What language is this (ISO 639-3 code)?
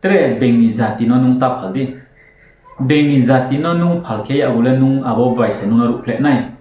ria